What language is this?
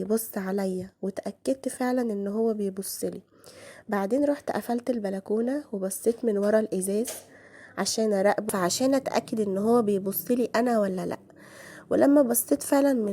Egyptian Arabic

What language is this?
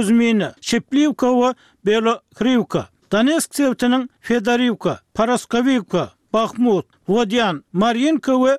Turkmen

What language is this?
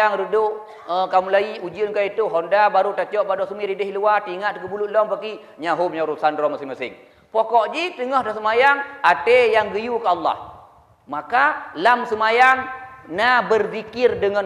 Achinese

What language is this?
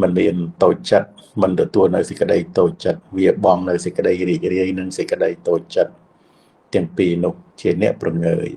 Khmer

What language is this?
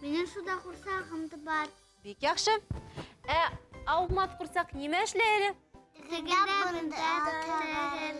Bashkir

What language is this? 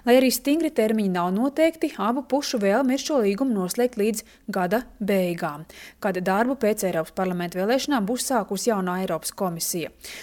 Latvian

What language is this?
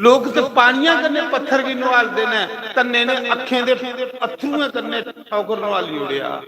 Dogri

